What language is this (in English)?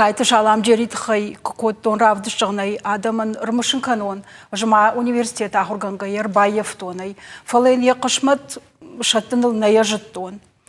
Ossetic